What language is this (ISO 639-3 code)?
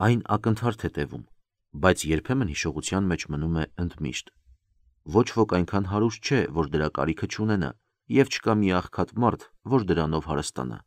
hye